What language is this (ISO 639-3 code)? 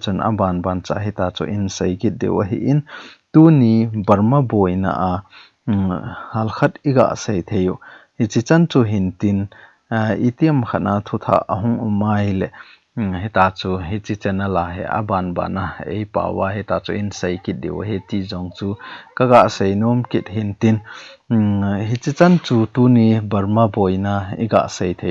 tcz